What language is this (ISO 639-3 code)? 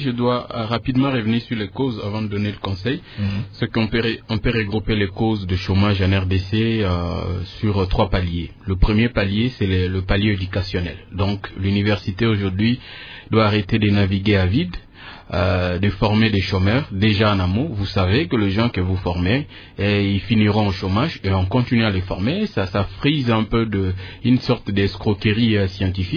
fra